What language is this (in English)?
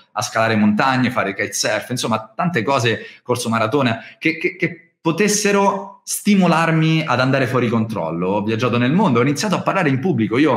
Italian